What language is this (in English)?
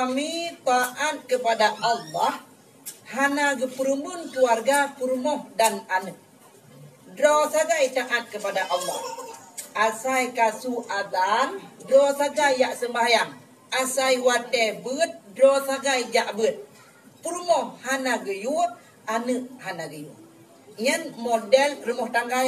Achinese